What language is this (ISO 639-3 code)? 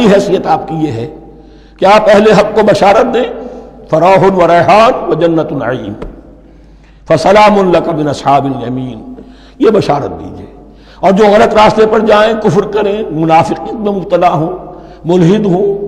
urd